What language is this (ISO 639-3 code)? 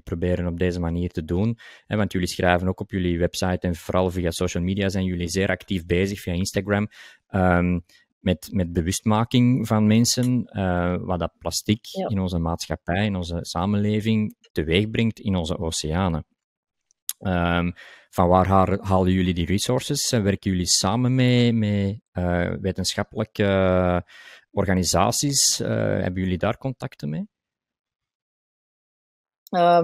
nld